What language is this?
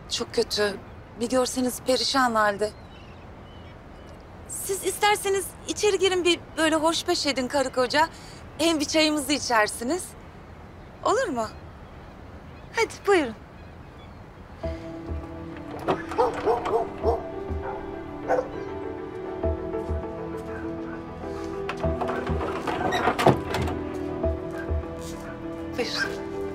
Turkish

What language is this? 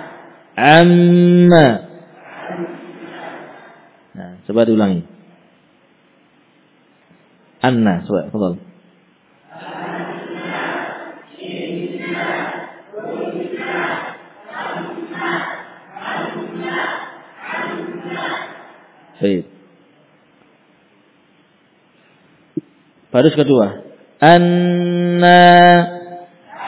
Indonesian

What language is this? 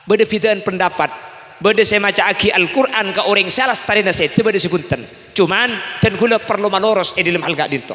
Madurese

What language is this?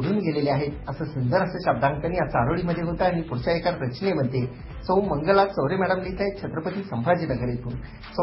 Marathi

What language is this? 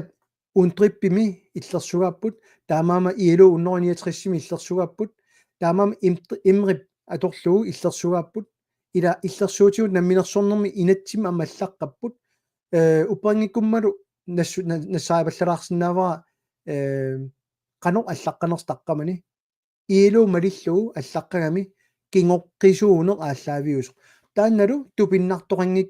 Kalaallisut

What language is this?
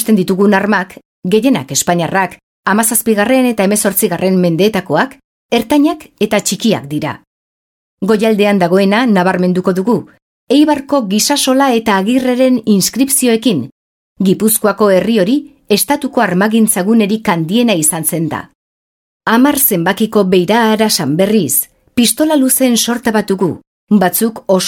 Basque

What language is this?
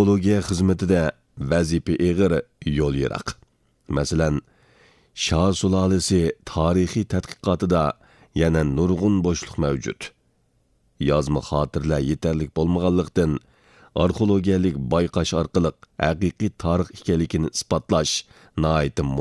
Uyghur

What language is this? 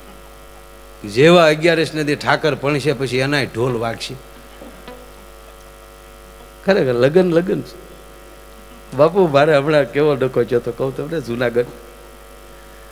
Gujarati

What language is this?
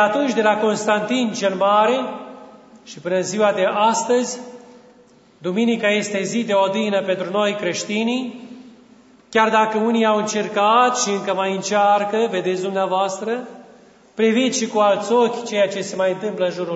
Romanian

